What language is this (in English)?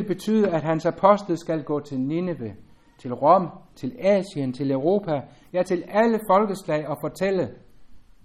Danish